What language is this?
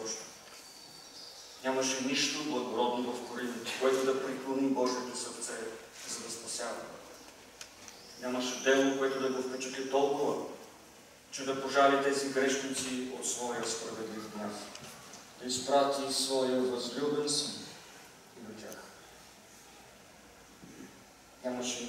Bulgarian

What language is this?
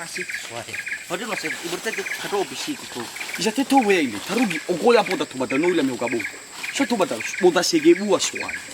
Nias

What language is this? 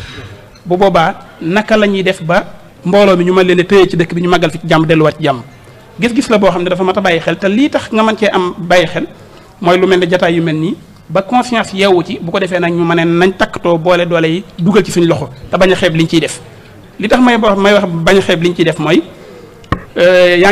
Wolof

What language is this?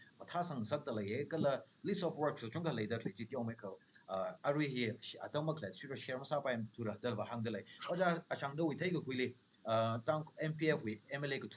Tangkhul Naga (India)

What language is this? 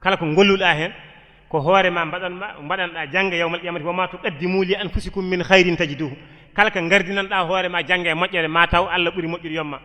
Fula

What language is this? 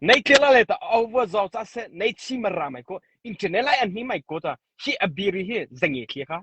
Mara Chin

